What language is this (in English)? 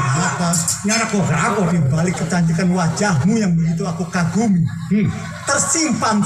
Betawi